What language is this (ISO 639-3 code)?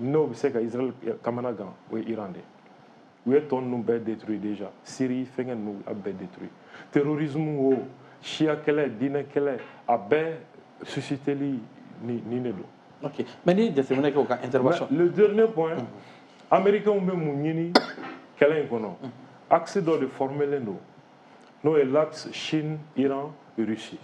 bam